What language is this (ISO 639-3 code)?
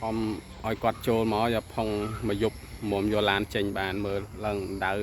khm